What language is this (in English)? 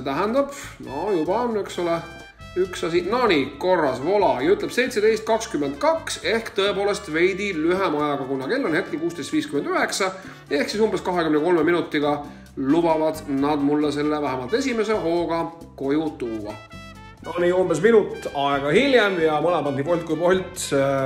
Estonian